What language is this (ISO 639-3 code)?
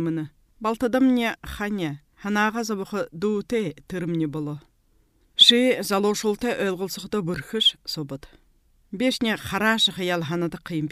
bua